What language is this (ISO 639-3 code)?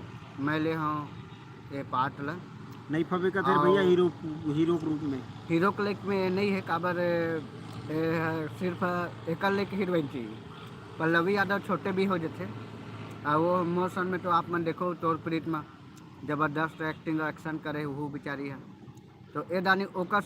hne